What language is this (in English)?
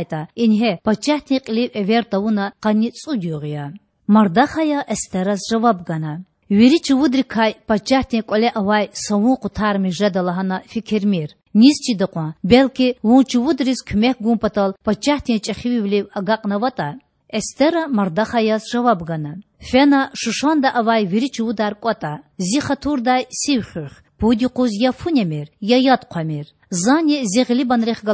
Lezghian